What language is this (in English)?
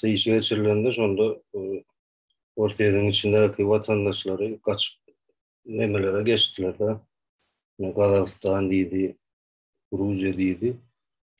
Turkmen